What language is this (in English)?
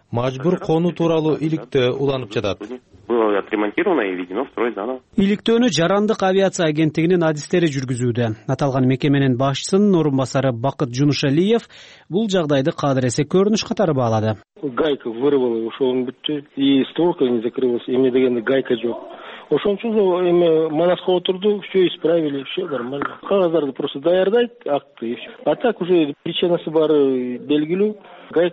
Kyrgyz